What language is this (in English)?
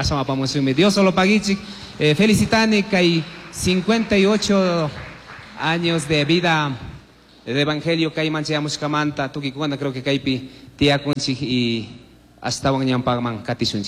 Chimborazo Highland Quichua